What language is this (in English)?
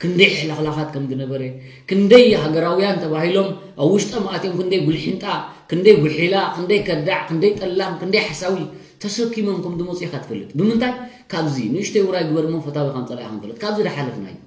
Tigrinya